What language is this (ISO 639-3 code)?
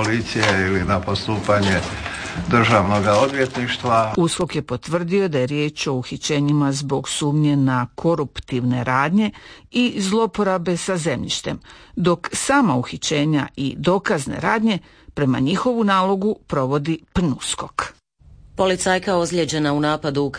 hrv